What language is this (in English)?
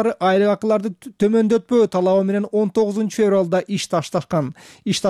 Kyrgyz